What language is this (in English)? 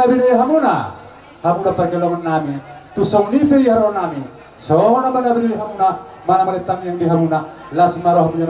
Batak Toba